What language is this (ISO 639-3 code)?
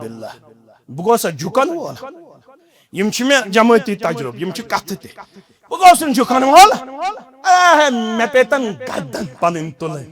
kas